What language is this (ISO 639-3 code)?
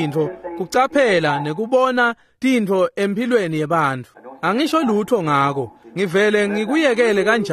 ssw